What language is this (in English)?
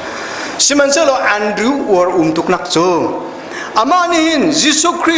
Hakha Chin